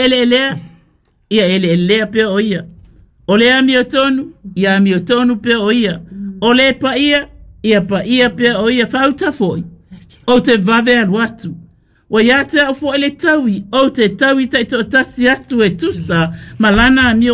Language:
Samoan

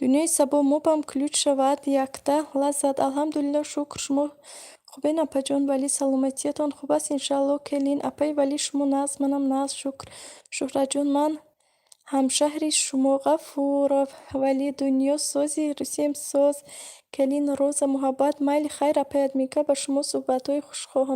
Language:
Tajik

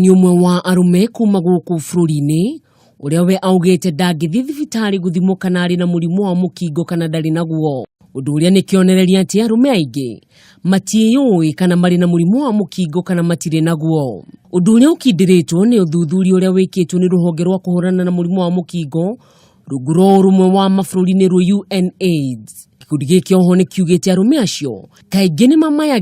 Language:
Kikuyu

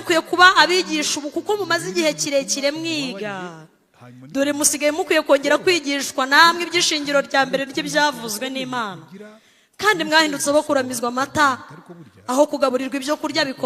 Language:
Kinyarwanda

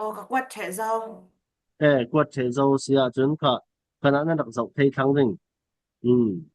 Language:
Falam Chin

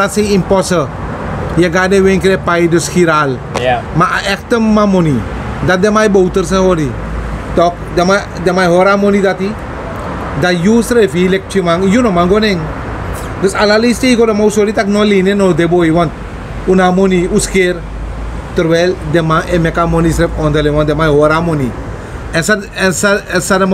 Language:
Sranan Tongo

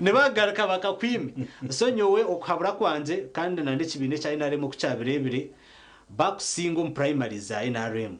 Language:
Nyankole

